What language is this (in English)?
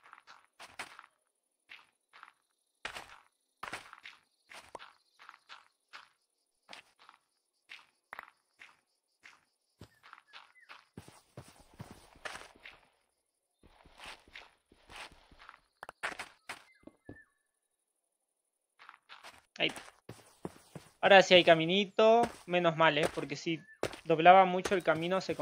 Spanish